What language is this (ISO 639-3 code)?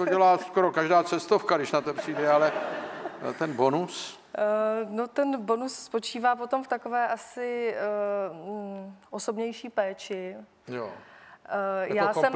ces